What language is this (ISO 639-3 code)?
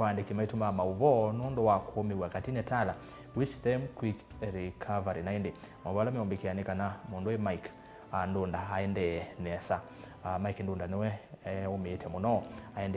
kam